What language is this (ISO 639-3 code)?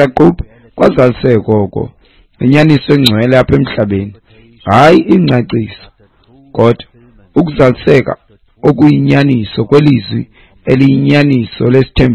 xho